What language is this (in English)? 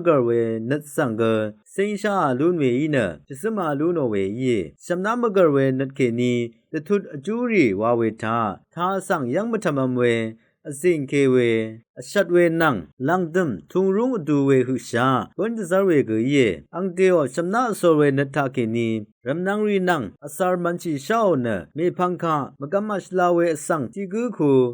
Rawang